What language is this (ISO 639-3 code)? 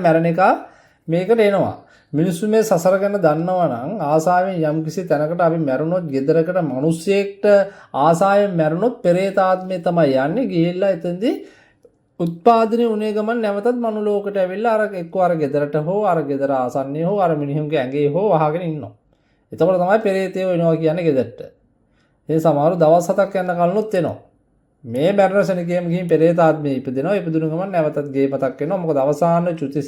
sin